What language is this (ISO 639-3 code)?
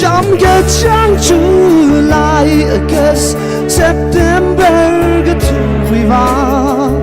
nmf